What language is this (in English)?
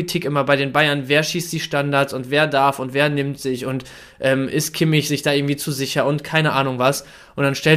German